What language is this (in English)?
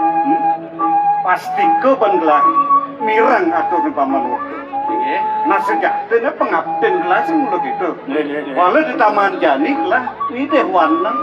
Balinese